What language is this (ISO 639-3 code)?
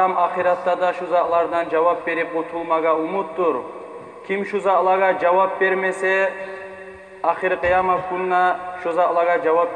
kum